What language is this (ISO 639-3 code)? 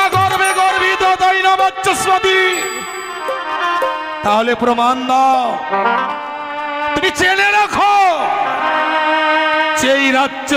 ben